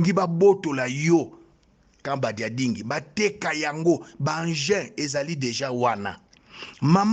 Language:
Lingala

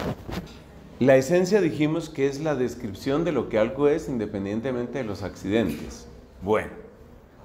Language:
Spanish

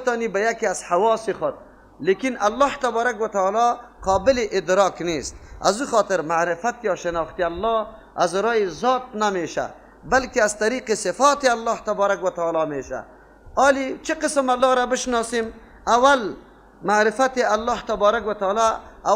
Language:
Persian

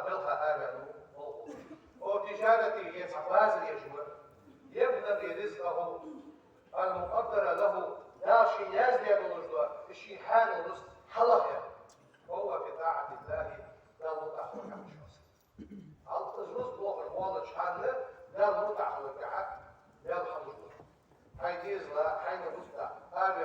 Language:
Ingush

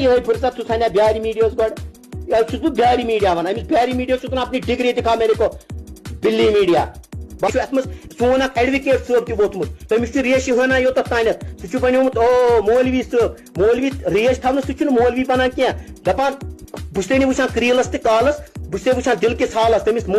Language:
Kashmiri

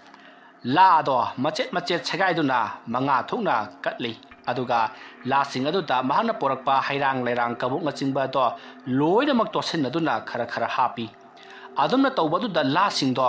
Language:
Manipuri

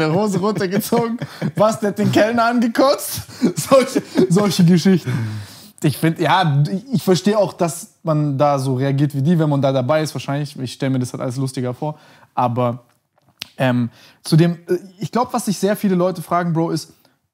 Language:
German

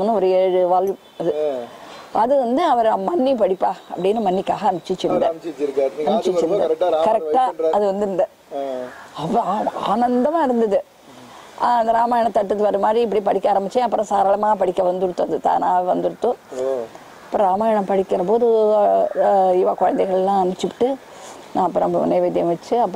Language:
Tamil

